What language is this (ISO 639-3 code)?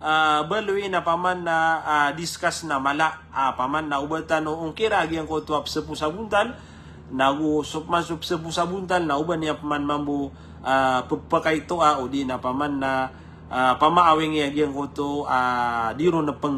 mrw